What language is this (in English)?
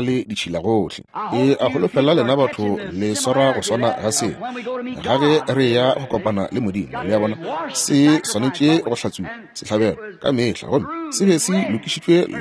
Northern Sotho